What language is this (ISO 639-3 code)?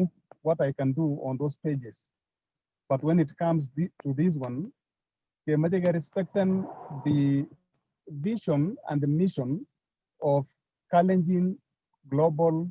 kln